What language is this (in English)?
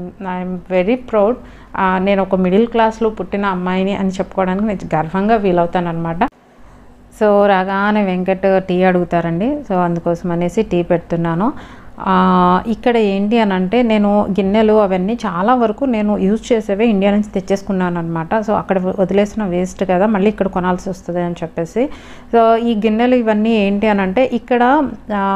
Telugu